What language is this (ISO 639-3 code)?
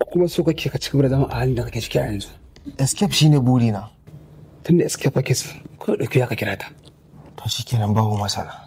hau